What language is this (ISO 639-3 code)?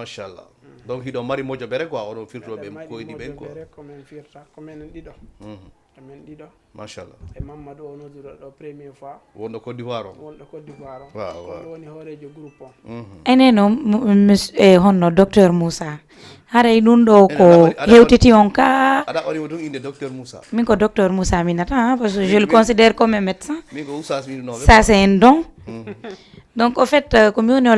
ful